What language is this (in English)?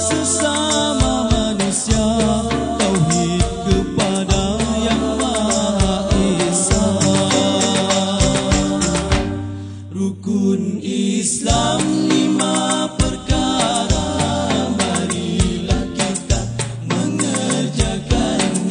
Malay